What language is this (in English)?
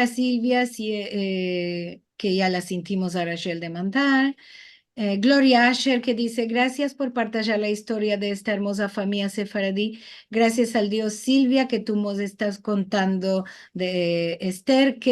Ladino